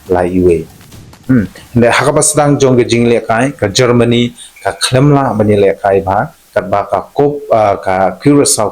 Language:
Khasi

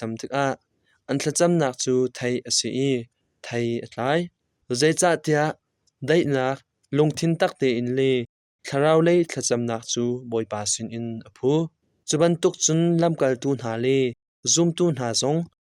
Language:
Hakha Chin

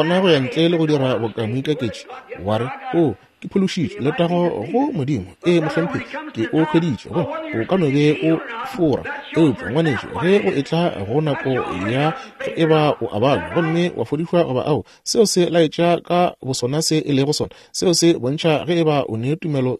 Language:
Northern Sotho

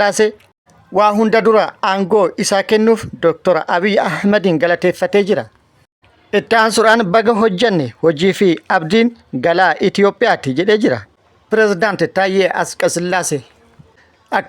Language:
Oromo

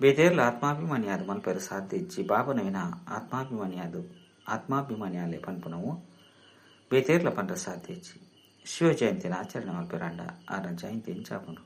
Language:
Tulu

